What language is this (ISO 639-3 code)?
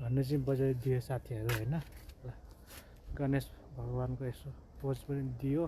nep